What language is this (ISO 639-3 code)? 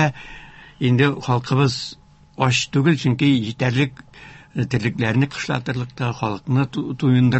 tat